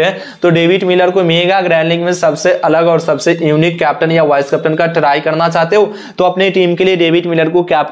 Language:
Hindi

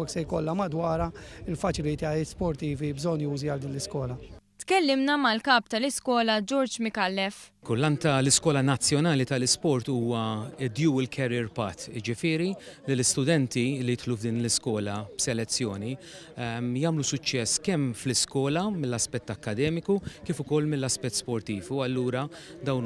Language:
Maltese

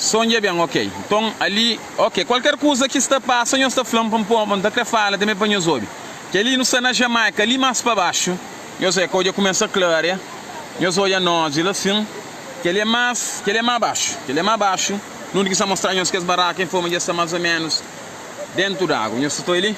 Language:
Kabuverdianu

